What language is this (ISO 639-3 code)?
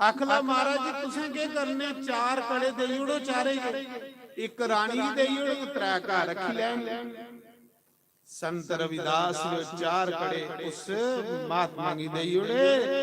doi